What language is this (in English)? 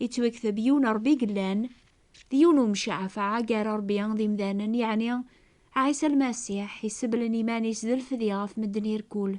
Kabyle